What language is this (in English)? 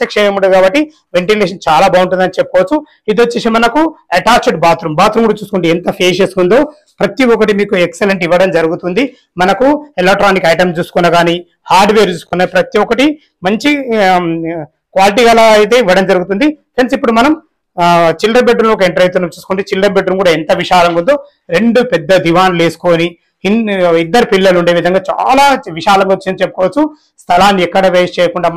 Telugu